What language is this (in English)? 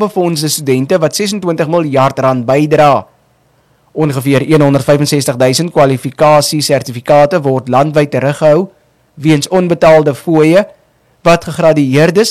Afrikaans